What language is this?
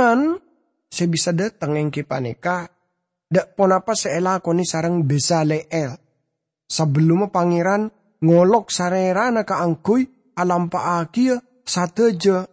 Madurese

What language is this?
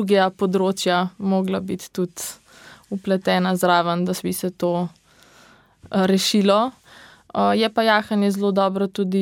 Slovenian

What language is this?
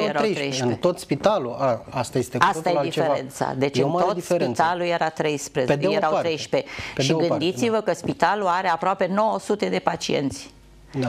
Romanian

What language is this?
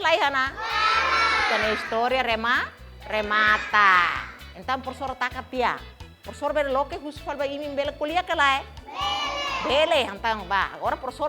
Tetum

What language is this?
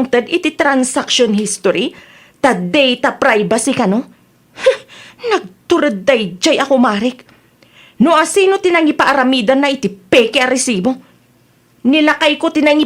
Iloko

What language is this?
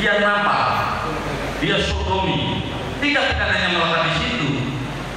Indonesian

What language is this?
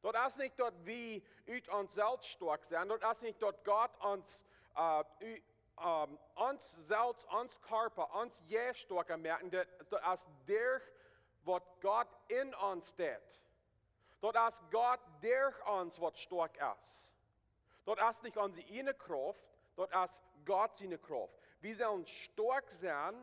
Plautdietsch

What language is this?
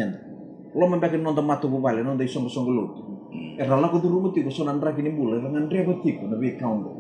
Fijian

